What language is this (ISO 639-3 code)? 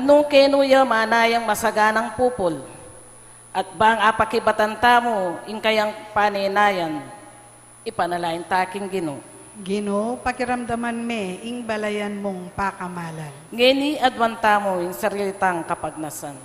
pam